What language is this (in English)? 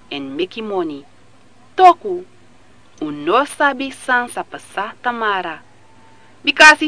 Sranan Tongo